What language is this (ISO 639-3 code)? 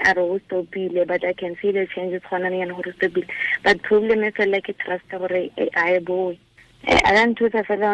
tsn